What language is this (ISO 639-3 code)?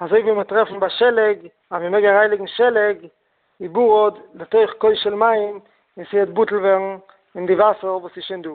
yid